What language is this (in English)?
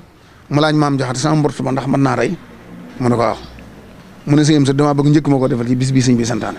Wolof